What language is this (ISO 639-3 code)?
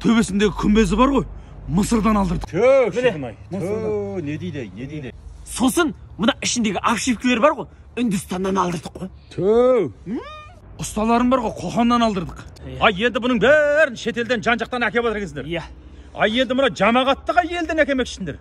kaz